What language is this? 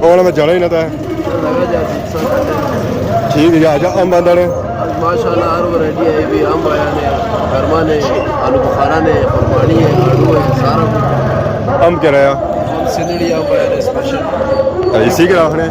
Pahari-Potwari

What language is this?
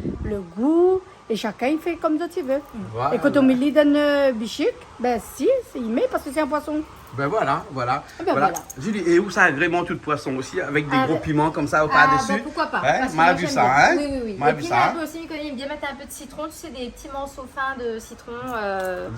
Réunion Creole French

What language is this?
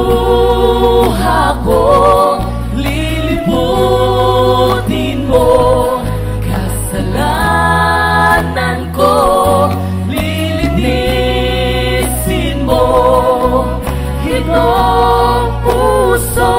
Filipino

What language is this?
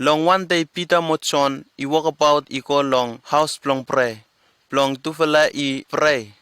Bislama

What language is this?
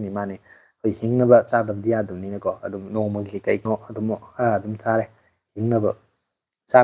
Manipuri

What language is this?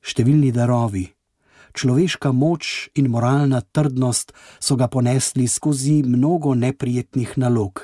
Slovenian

